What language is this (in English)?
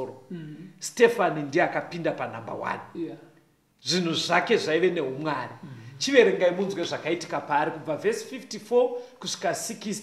Shona